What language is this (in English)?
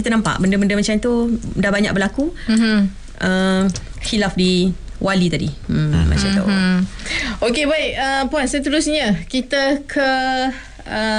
Malay